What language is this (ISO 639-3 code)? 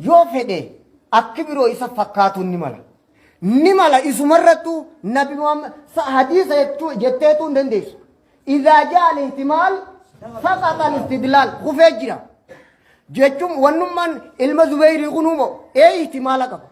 orm